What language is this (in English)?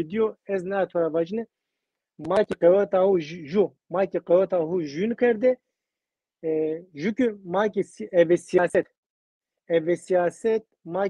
Zaza